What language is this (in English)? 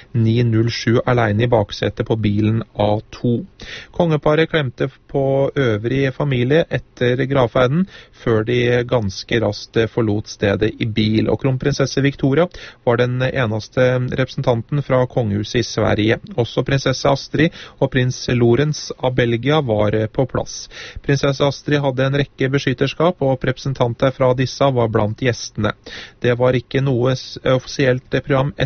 Norwegian